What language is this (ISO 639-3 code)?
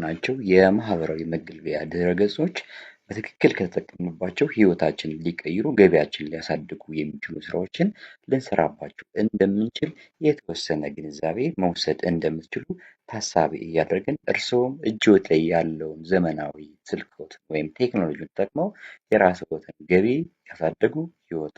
amh